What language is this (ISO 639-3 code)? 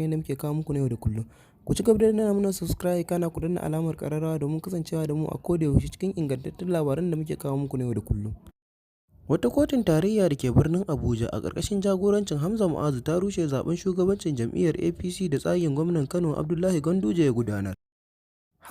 hau